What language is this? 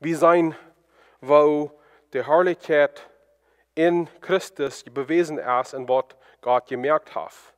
Plautdietsch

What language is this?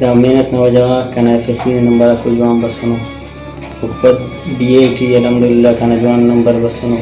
Brahui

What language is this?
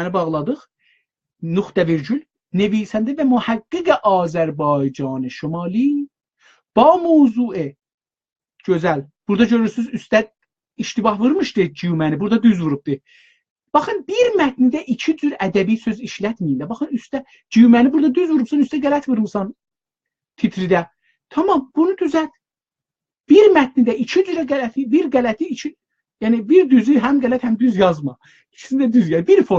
South Azerbaijani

